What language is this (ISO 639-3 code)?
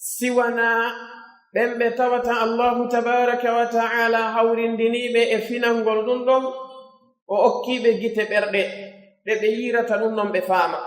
fuf